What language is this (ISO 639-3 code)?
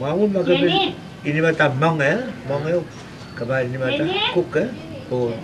mah